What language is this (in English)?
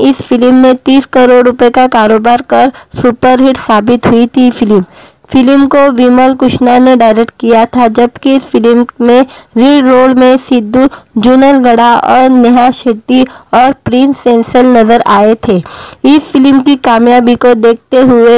Hindi